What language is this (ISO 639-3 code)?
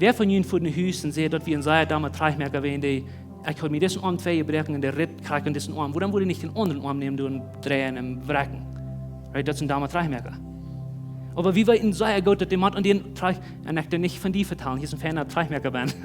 pdt